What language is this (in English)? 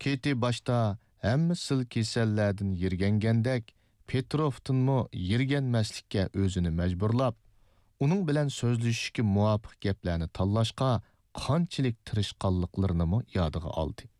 Uyghur